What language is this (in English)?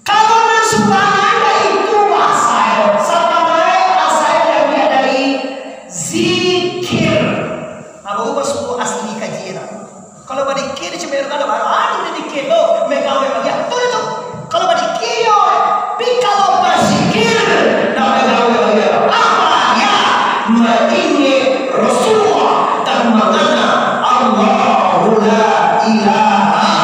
Minangkabau